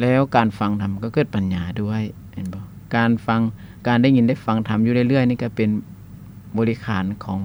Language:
Lao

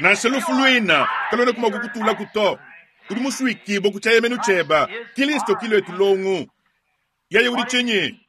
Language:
Luba-Lulua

